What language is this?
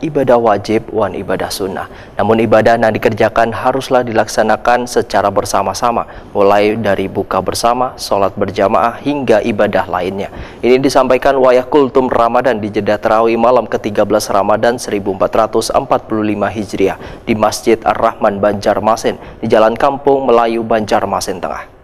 Banjar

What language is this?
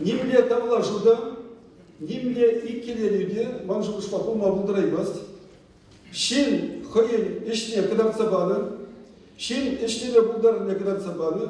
Chuvash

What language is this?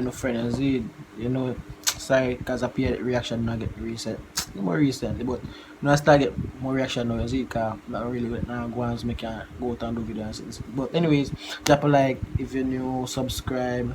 Jamaican Creole English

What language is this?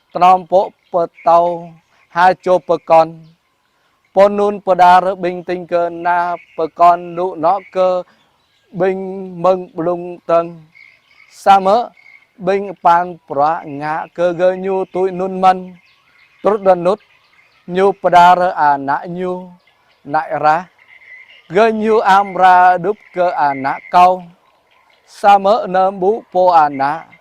Jarai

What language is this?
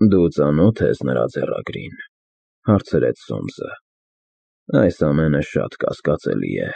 Armenian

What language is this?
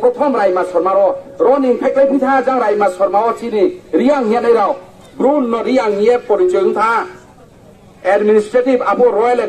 Riang (India)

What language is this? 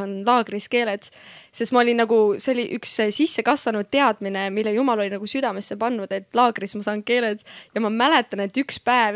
Estonian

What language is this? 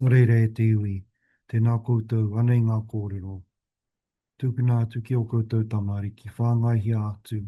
Māori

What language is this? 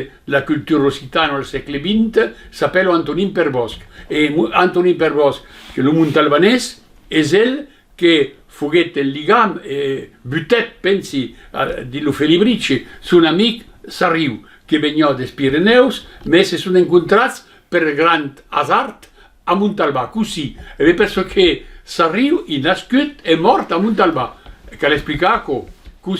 Occitan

